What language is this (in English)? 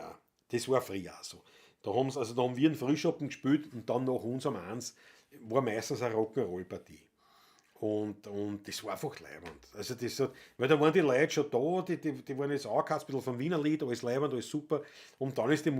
Bavarian